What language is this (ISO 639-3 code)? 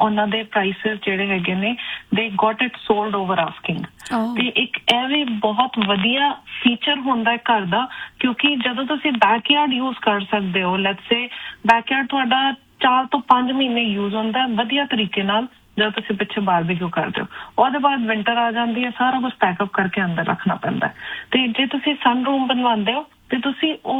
pan